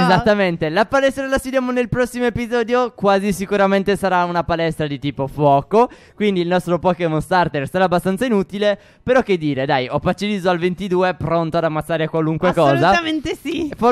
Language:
Italian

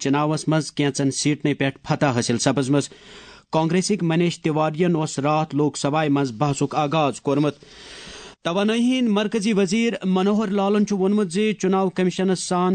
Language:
Kashmiri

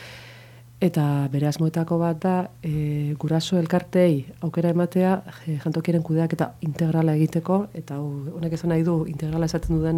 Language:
Basque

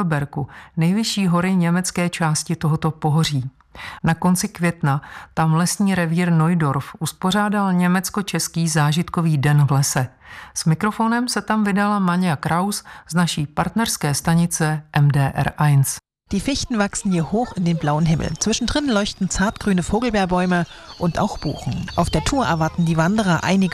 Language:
Czech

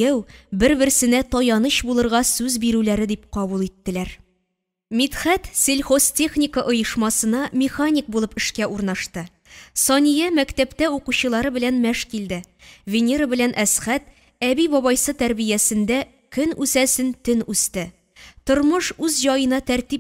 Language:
Tatar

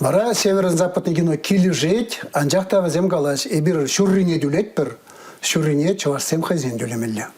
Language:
Chuvash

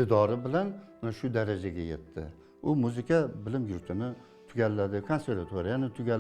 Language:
Uzbek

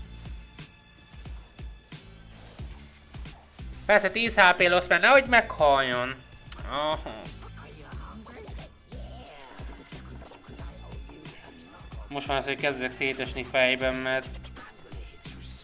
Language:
Hungarian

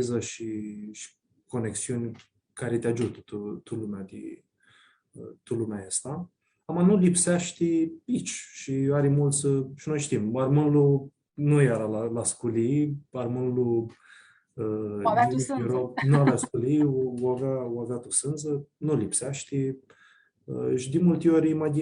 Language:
Aromanian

